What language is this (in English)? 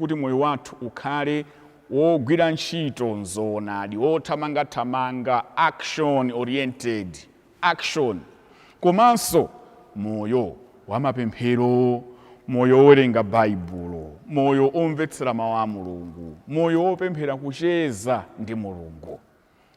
Nyanja